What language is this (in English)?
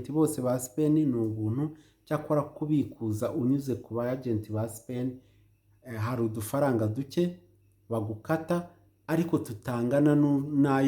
Kinyarwanda